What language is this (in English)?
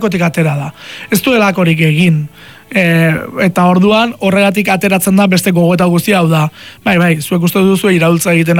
Basque